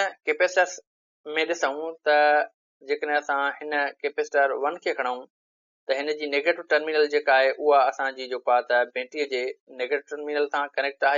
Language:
Sindhi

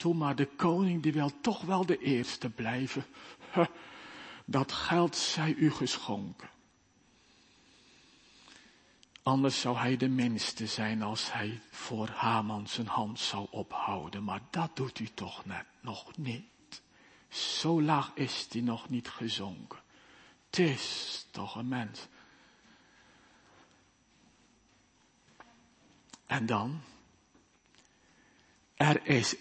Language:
Dutch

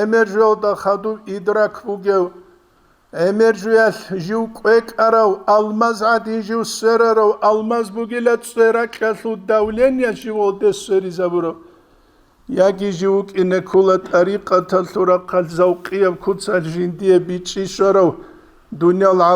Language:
Avaric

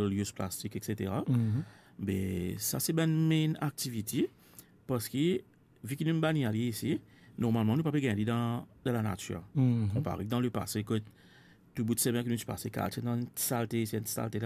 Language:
Morisyen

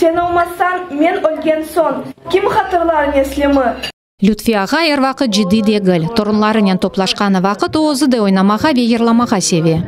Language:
Crimean Tatar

